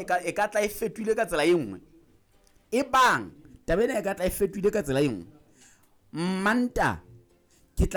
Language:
Southern Sotho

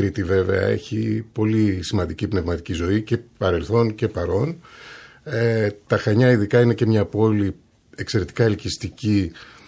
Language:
Greek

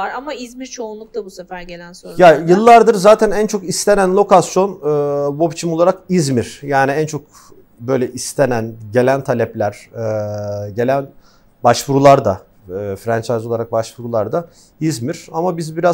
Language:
Turkish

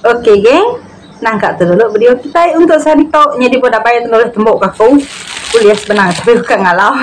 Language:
Iban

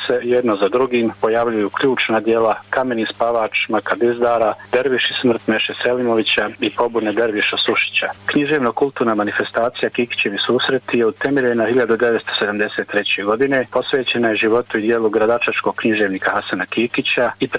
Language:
Bosnian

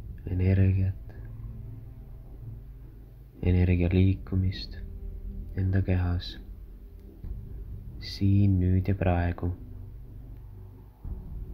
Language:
Estonian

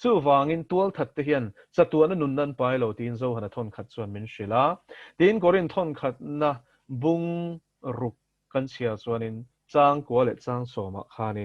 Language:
Mizo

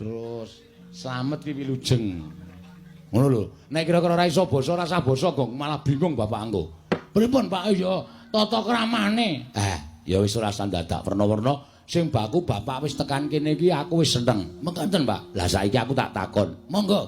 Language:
Javanese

